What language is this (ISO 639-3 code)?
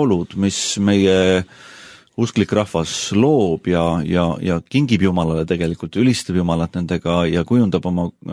est